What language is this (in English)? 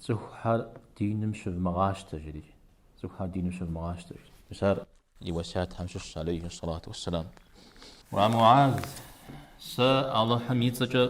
Kabardian